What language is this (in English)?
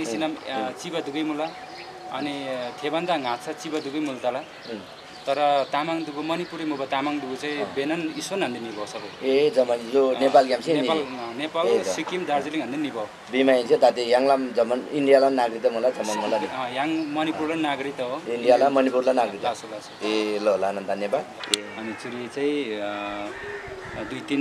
Eastern Tamang